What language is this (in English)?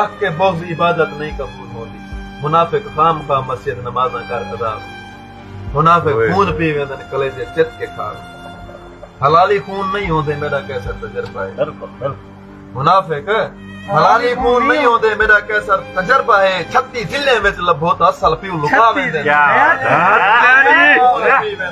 Saraiki